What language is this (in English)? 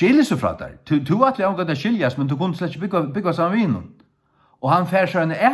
Faroese